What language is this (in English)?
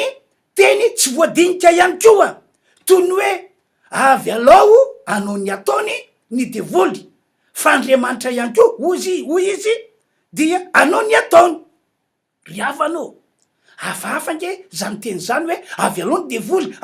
Malagasy